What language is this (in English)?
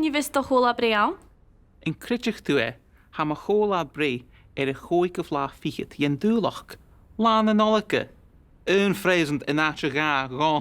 Scottish Gaelic